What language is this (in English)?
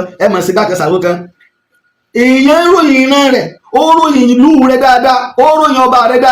Yoruba